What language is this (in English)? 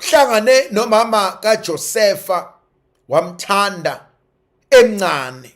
Zulu